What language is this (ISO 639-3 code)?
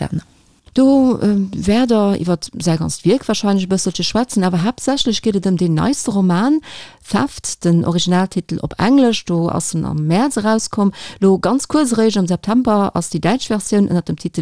ltz